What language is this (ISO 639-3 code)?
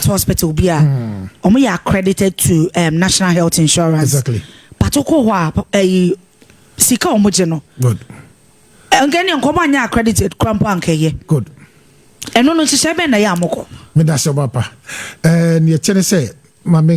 aka